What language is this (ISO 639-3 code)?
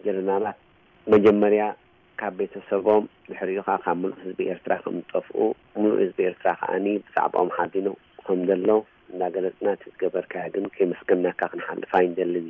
tir